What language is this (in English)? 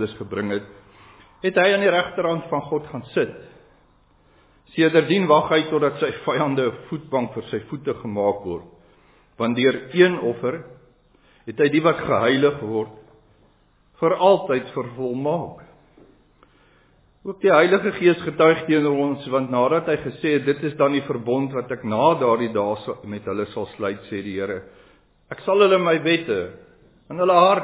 Afrikaans